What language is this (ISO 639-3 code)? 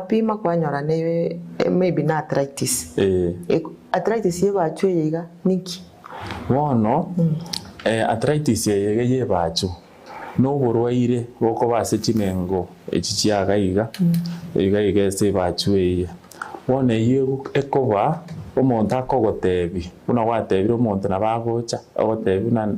guz